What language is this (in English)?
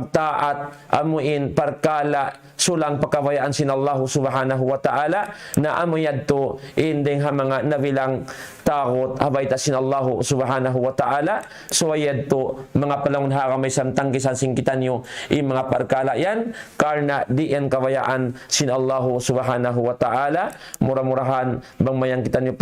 Tausug